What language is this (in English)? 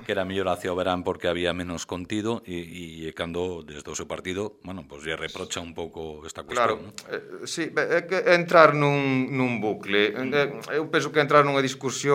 Galician